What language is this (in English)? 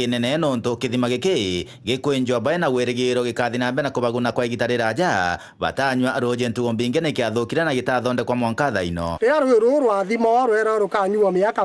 Meru